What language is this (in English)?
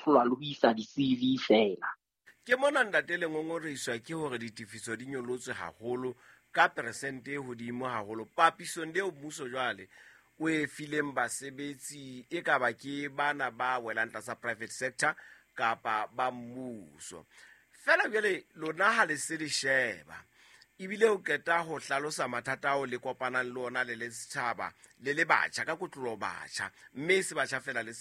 Southern Sotho